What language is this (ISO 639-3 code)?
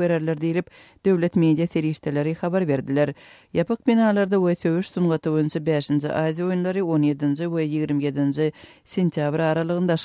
tuk